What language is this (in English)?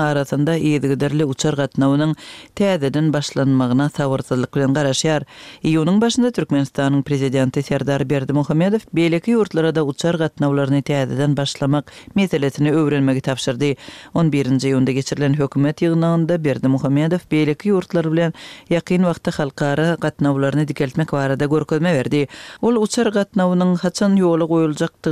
Turkmen